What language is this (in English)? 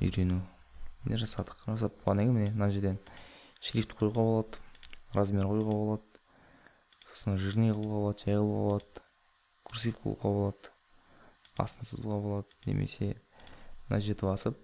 Kazakh